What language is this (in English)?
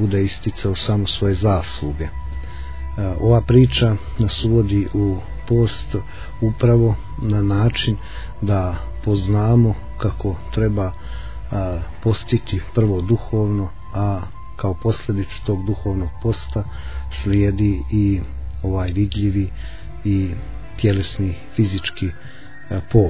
Croatian